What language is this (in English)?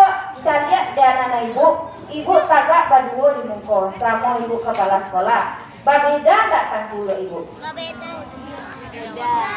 Minangkabau